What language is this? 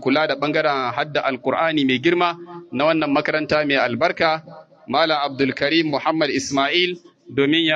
Hausa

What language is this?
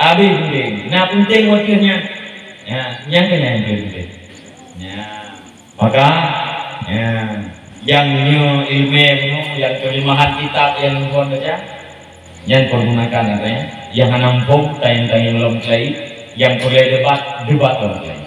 Achinese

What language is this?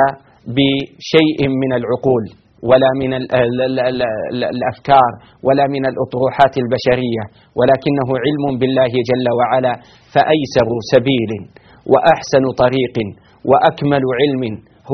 Arabic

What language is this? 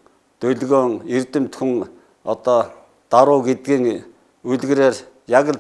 Mongolian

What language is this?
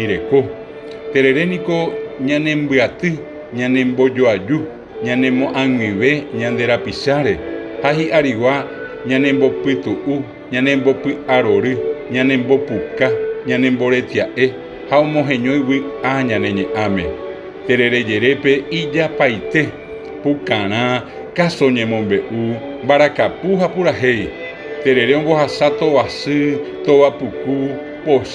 Guarani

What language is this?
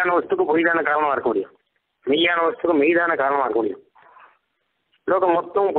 Tamil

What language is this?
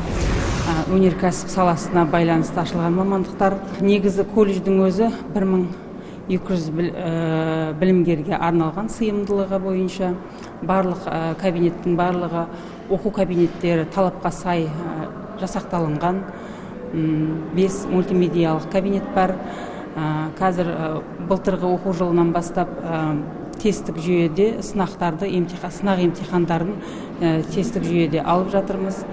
Kazakh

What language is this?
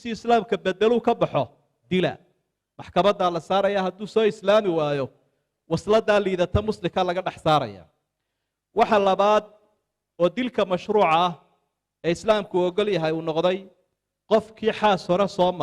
Somali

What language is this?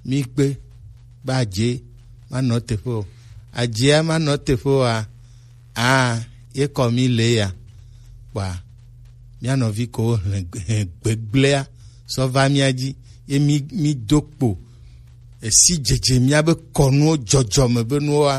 Gen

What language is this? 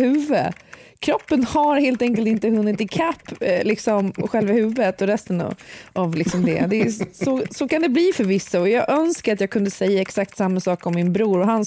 Swedish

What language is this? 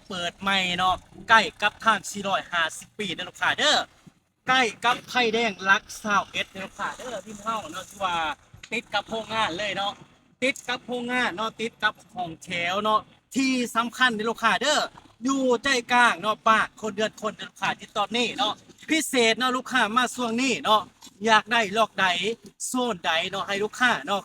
Lao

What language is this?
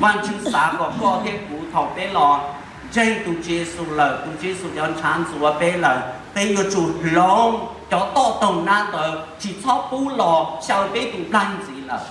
Hmong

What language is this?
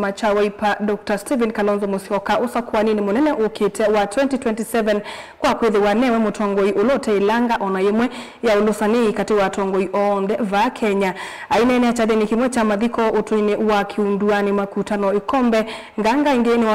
Kamba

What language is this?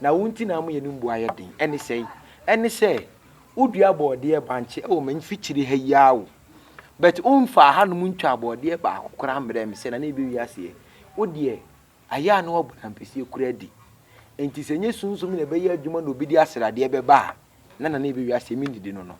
Akan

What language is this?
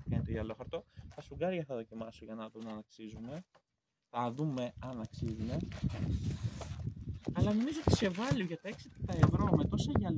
Greek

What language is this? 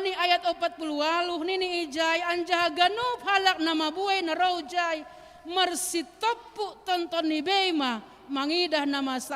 Batak Simalungun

